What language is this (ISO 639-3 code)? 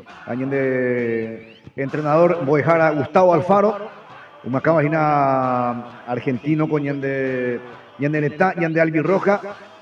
grn